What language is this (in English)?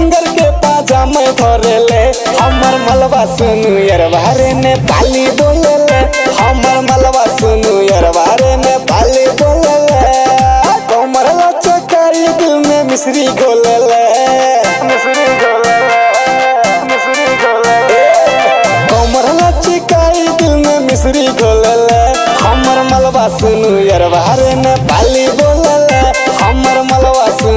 Bhojpuri